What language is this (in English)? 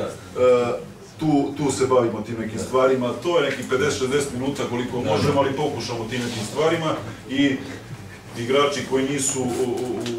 Serbian